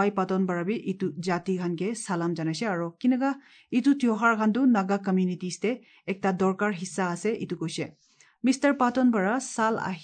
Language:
Assamese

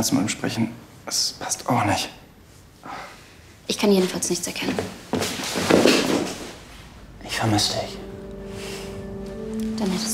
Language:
German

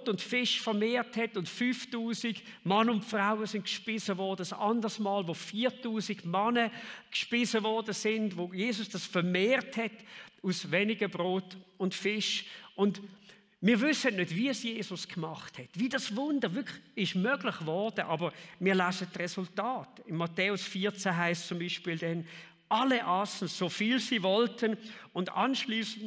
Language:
Swiss German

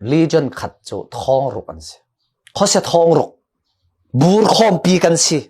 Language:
Falam Chin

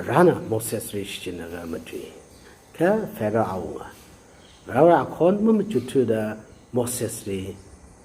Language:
Tangkhul Naga (India)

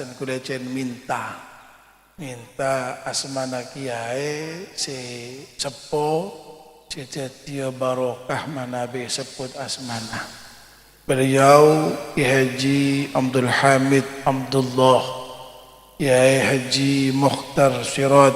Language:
Madurese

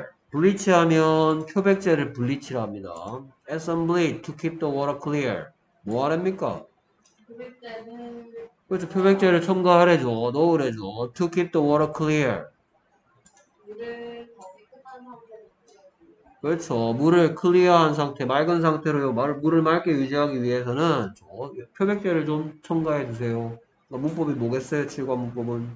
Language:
Korean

